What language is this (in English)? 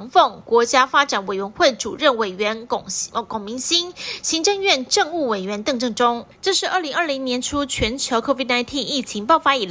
Chinese